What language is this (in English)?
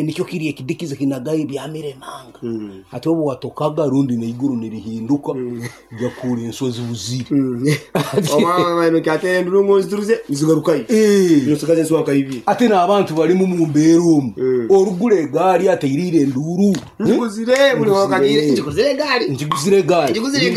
Nyoro